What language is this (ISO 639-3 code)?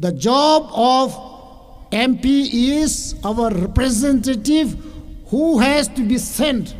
nmf